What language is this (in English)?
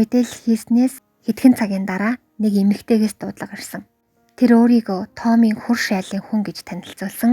Mongolian